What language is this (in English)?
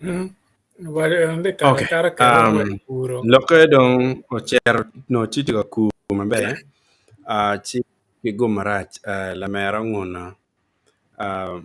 Acoli